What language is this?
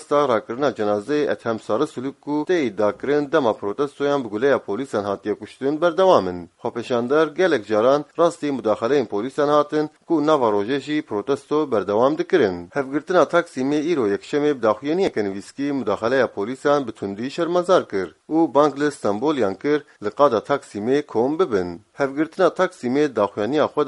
Kurdish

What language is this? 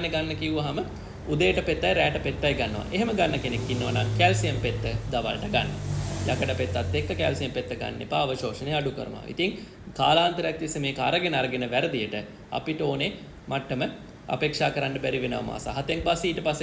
Sinhala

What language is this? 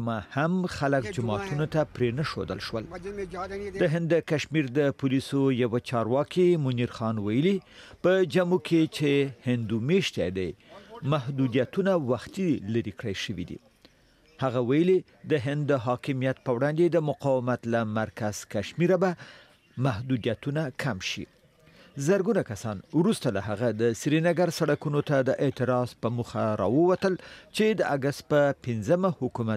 Pashto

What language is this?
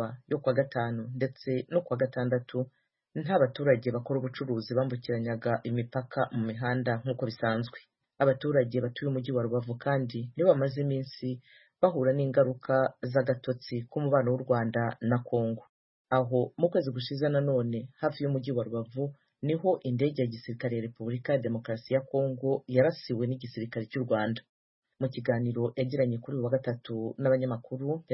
Kinyarwanda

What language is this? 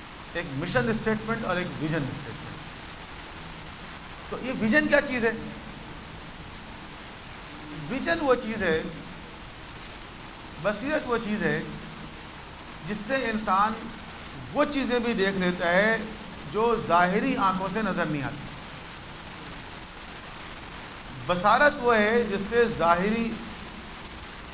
Urdu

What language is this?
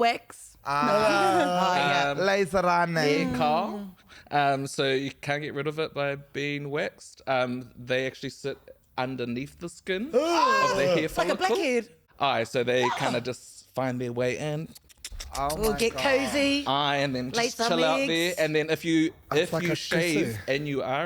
Māori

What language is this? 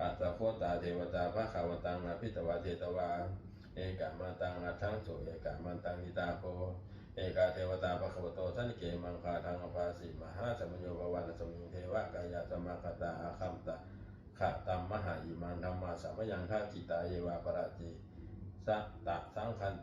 Pali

